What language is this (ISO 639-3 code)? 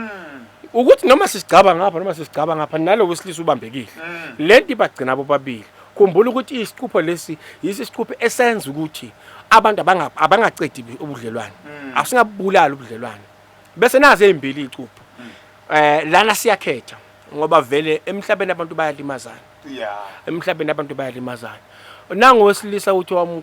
zul